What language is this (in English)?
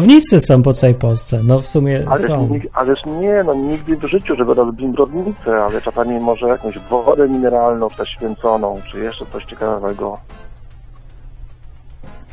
Polish